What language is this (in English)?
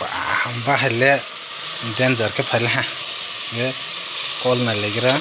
Kok Borok